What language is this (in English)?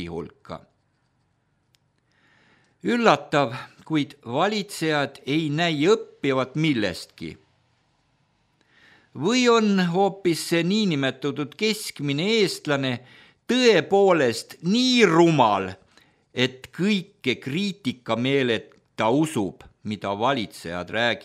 Estonian